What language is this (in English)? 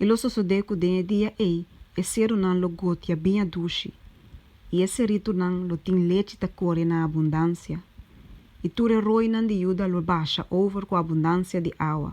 Papiamento